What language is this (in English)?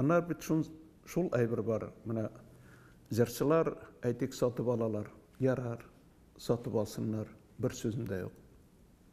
Tatar